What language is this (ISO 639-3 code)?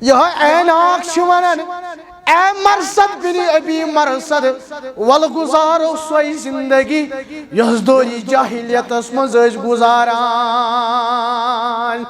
kas